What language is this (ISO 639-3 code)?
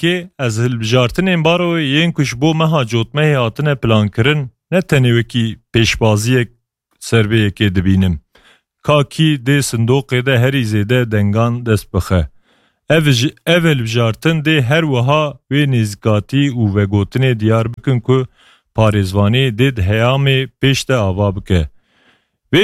kur